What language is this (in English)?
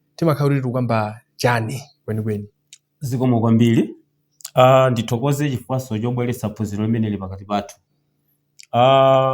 Nyanja